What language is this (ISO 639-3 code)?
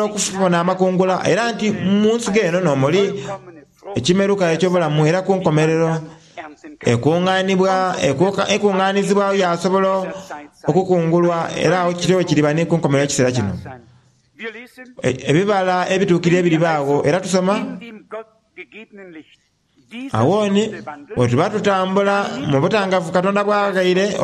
xog